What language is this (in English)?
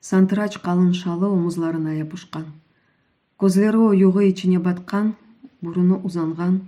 Crimean Tatar